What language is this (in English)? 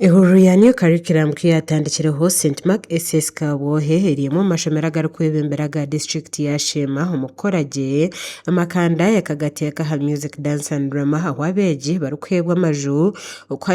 Nyankole